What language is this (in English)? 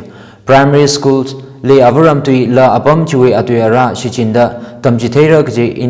Tangkhul Naga (India)